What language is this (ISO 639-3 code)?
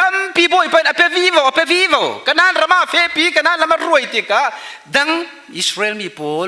cfm